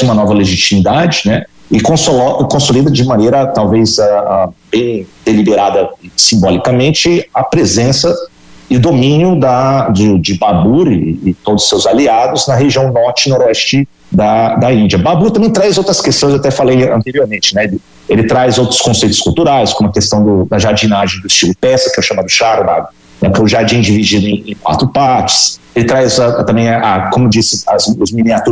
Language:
Portuguese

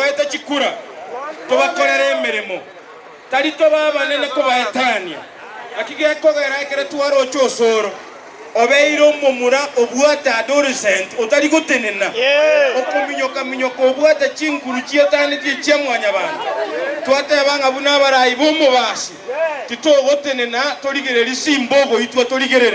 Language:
Gusii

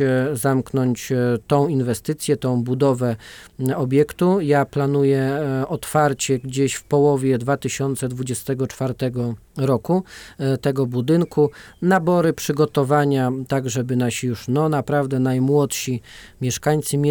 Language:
Polish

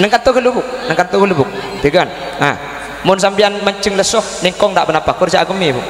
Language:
Madurese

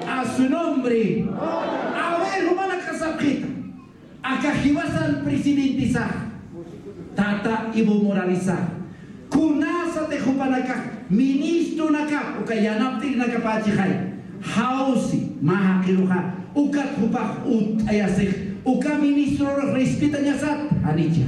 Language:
Aymara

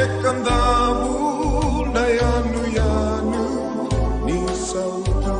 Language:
Fijian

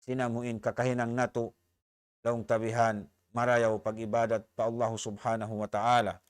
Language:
Tausug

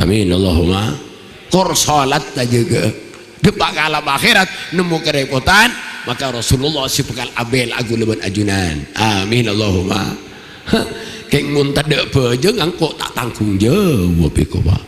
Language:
Madurese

